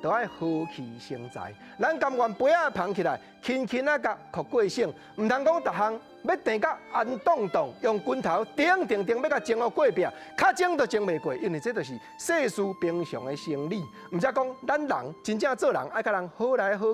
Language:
Min Nan Chinese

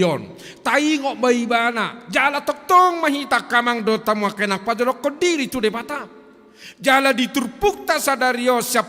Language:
Batak Toba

